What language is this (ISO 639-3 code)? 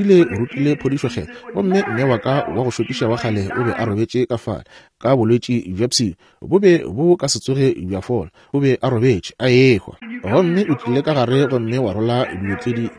nso